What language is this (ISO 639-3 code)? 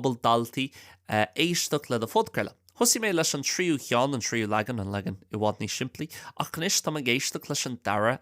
gle